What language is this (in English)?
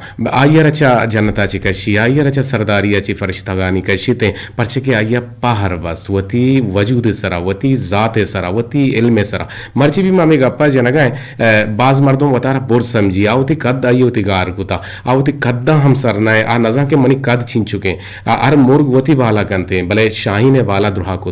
Eastern Balochi